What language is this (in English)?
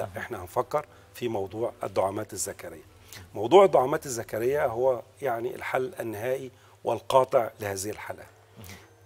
Egyptian Arabic